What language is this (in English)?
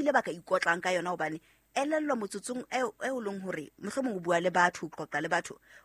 Southern Sotho